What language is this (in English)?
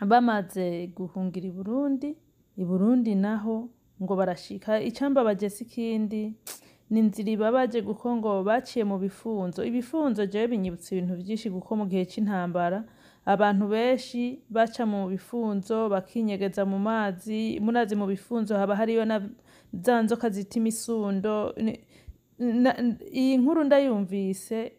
Rundi